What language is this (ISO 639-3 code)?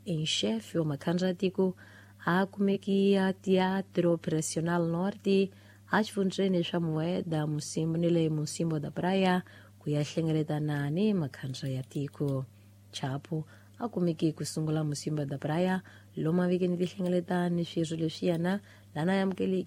tso